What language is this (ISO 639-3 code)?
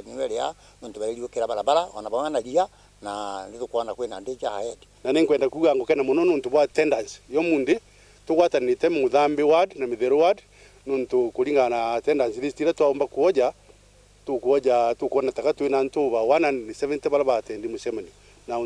mer